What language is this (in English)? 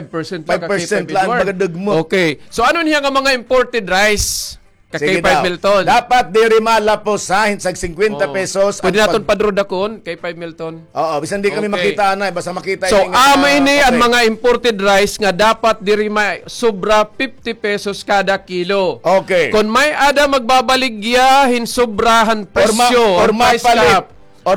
Waray